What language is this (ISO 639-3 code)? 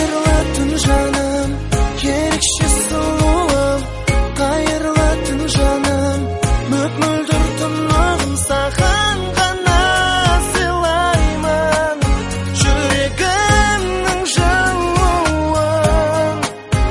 kaz